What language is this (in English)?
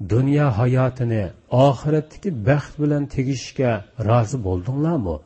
Uyghur